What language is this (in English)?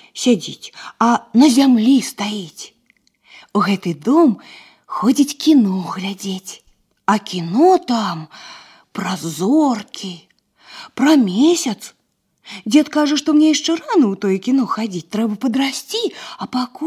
Belarusian